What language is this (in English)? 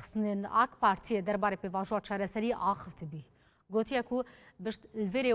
Kurdish